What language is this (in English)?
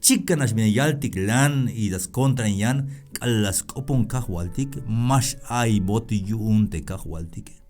Tzeltal